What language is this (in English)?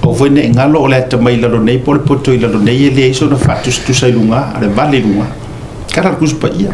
Samoan